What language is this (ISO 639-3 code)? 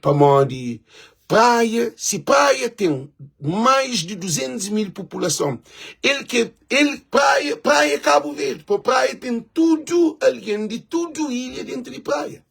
kea